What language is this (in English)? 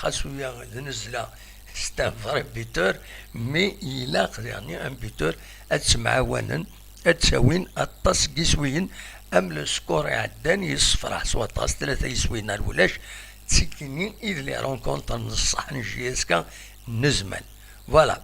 Kabyle